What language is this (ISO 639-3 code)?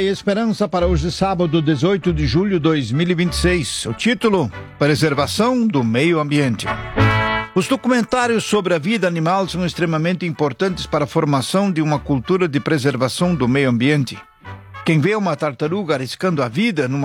por